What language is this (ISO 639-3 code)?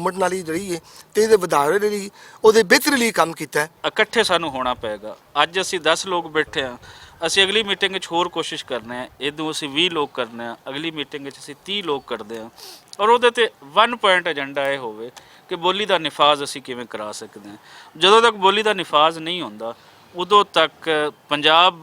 lah